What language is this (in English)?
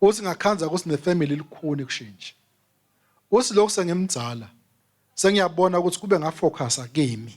Swati